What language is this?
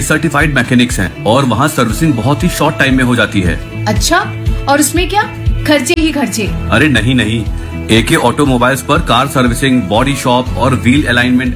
Hindi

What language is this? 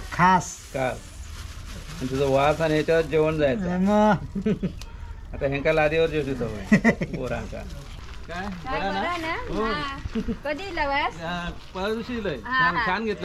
Marathi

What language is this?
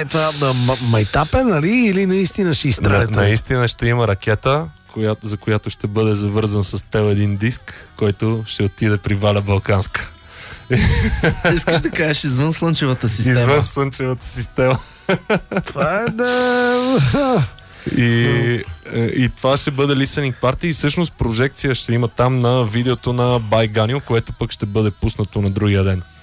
Bulgarian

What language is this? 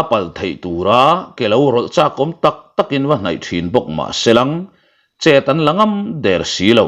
Mizo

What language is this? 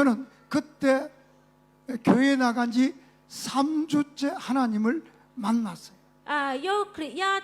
Lahu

